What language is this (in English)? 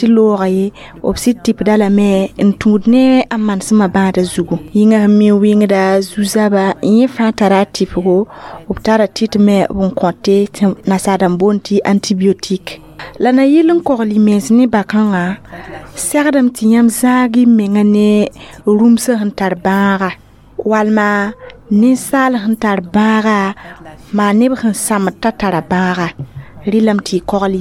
Mossi